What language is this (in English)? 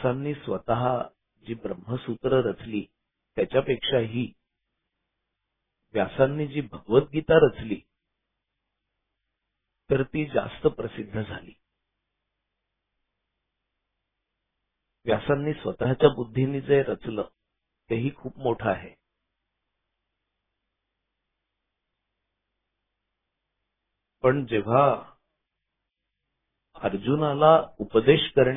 Marathi